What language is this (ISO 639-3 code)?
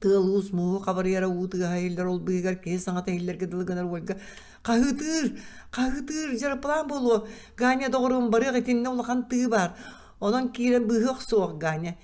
sah